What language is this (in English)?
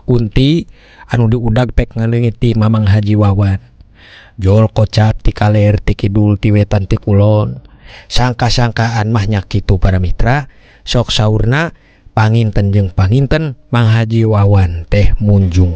Sundanese